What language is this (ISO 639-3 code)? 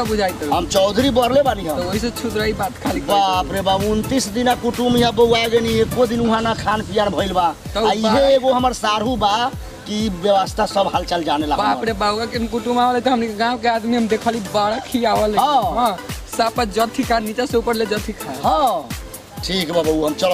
bho